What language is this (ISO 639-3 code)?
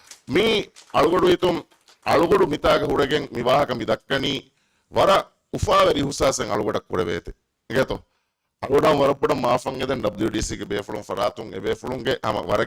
div